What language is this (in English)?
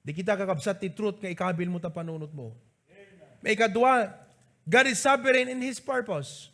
Iloko